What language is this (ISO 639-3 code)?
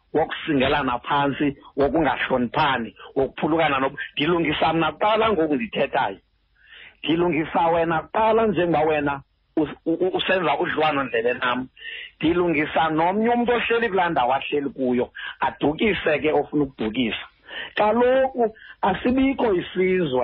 xho